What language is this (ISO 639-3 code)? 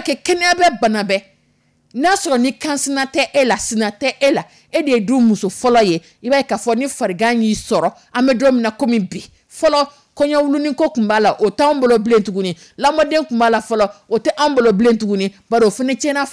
dyu